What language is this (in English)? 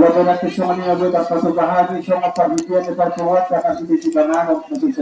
Batak Toba